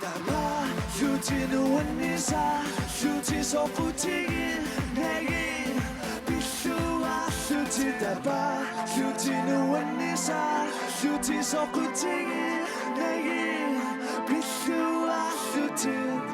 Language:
Kalaallisut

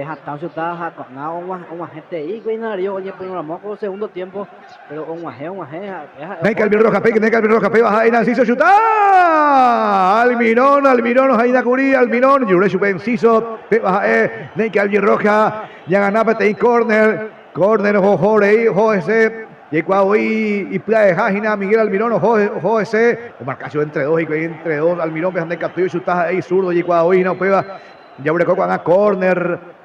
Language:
Guarani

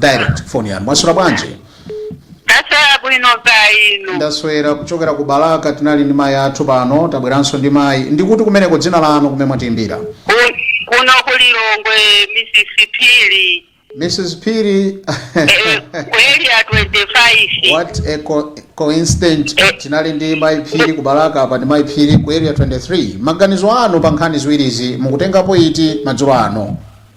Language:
Nyanja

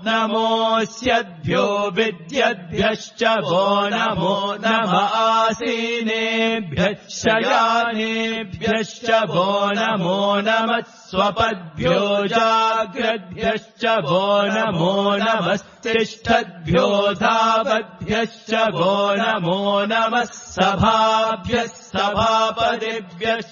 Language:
Sanskrit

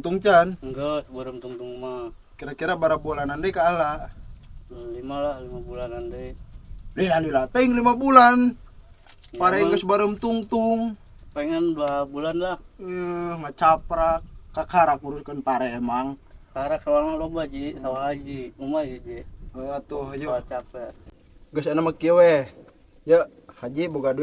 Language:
Sundanese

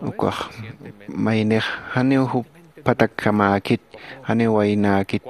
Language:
Aymara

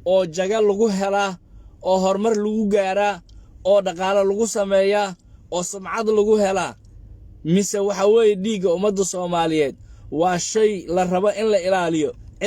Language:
Somali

